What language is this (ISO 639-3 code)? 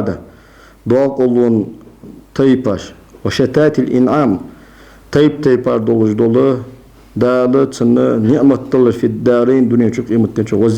inh